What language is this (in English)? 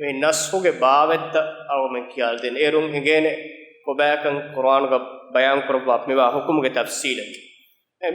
Divehi